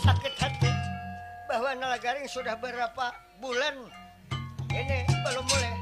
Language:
Banjar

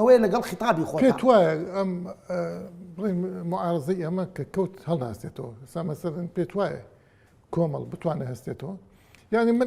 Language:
Central Kurdish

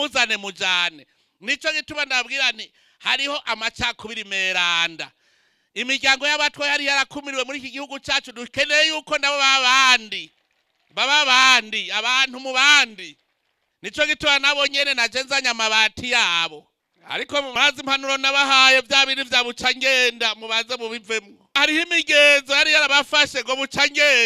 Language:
Rundi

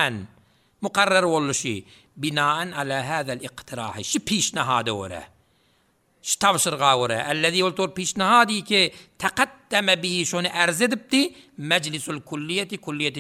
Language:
Turkmen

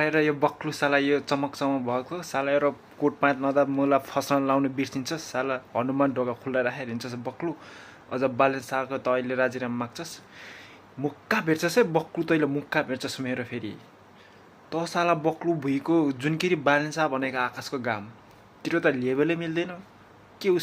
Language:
Nepali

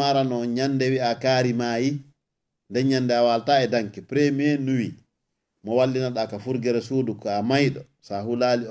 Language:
Fula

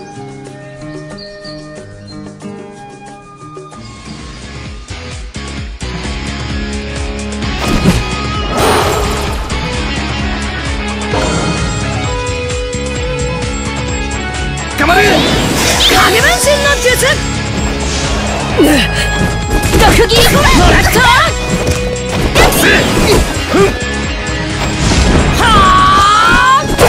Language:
Japanese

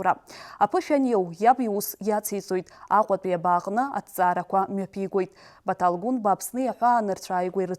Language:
Abkhazian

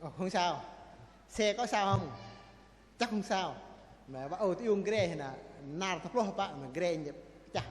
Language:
Bahnar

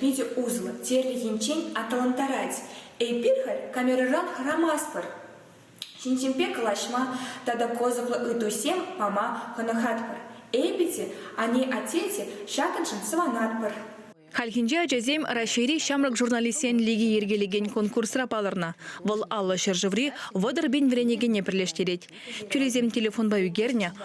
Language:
Chuvash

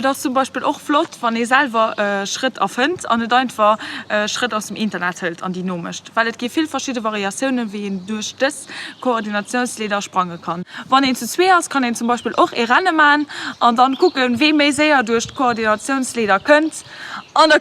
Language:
Luxembourgish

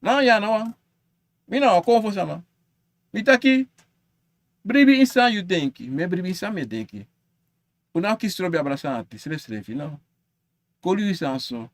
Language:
Sranan Tongo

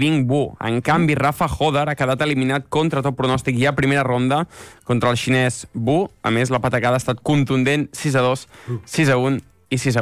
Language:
Catalan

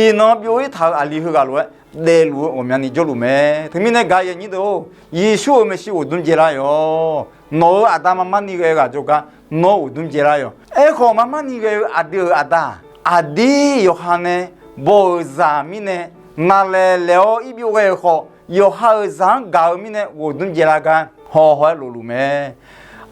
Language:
Akha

